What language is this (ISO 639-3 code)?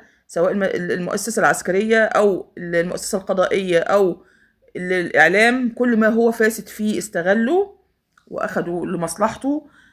arz